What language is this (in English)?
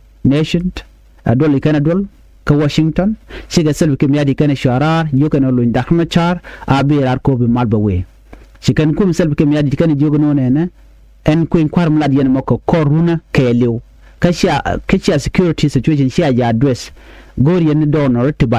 Nuer